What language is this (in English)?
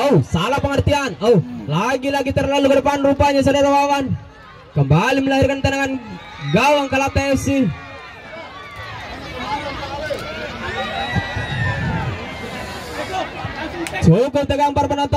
Indonesian